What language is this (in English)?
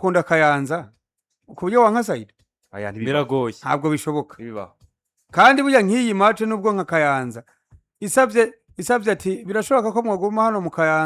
Rundi